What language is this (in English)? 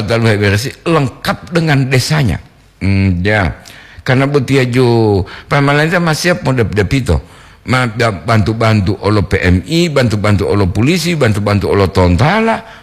Gorontalo